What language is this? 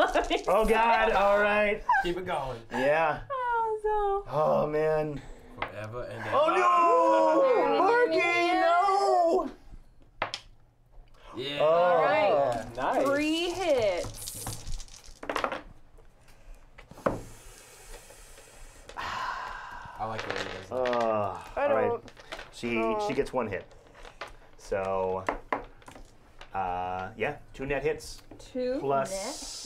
English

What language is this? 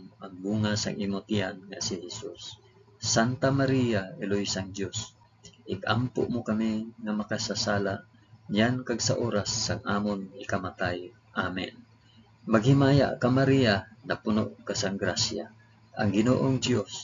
Hiligaynon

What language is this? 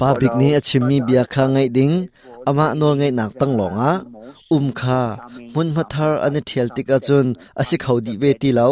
Hakha Chin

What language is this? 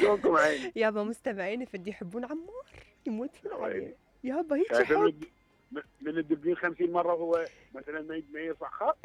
Mesopotamian Arabic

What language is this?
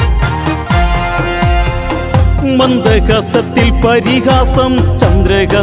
Malayalam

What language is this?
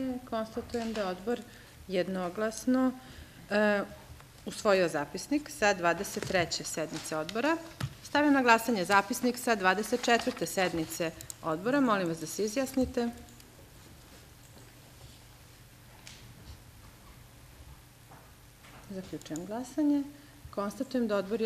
Serbian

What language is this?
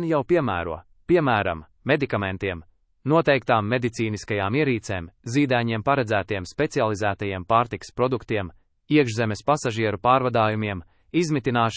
Latvian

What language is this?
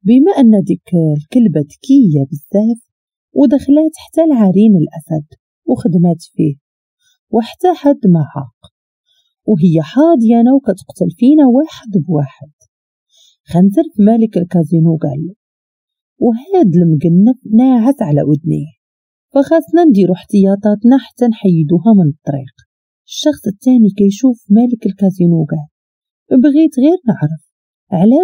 Moroccan Arabic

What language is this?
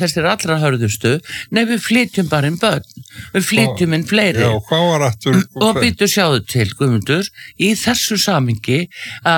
Icelandic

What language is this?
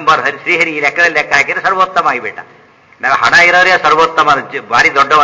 Kannada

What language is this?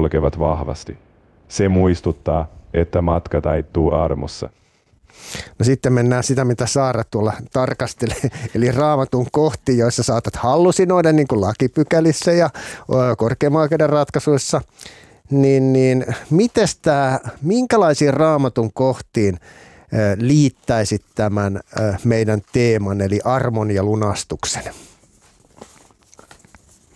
Finnish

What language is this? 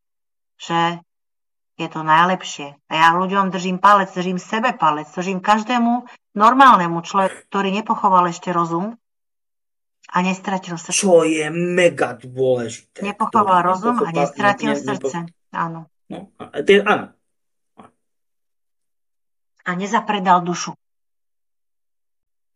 Slovak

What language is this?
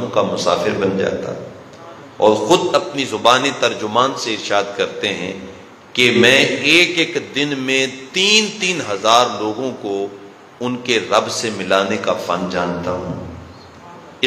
Urdu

